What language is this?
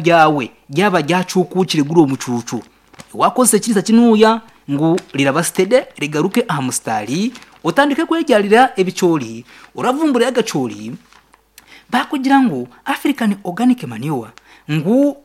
Nyankole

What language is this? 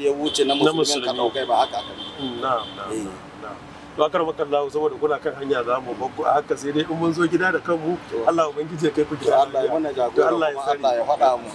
Hausa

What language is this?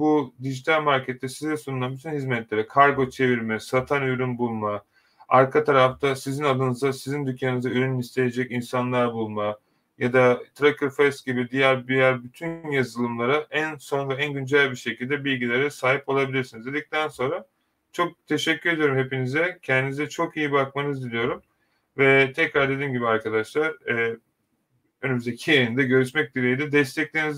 Turkish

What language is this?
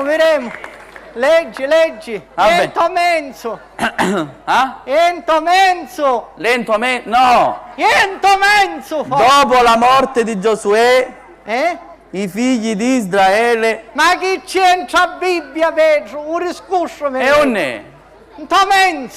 Sicilian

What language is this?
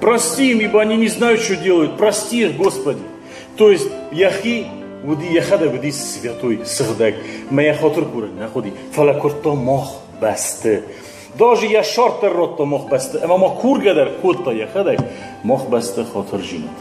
Ossetic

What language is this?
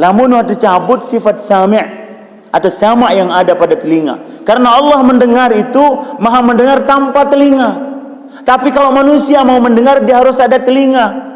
Sasak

